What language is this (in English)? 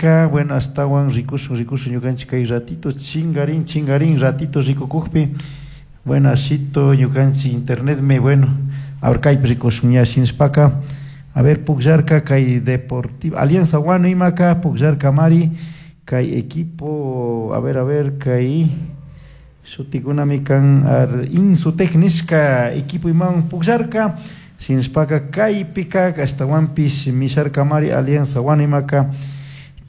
Chimborazo Highland Quichua